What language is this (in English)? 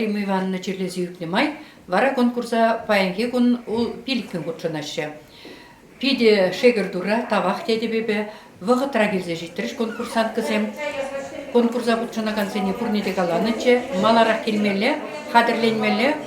Chuvash